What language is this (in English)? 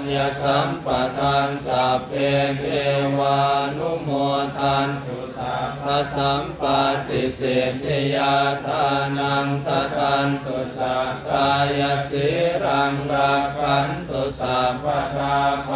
Pali